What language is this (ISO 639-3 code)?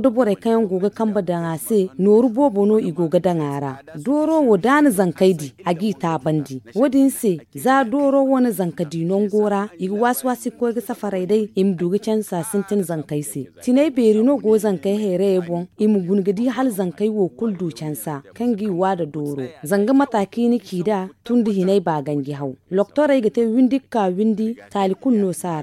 dje